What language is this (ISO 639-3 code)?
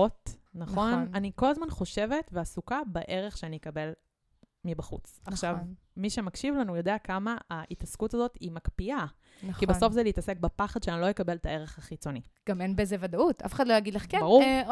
heb